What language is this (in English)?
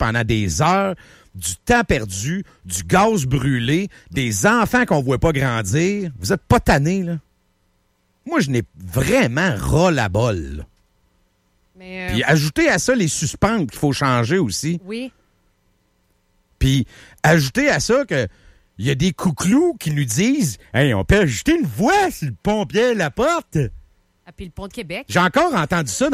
French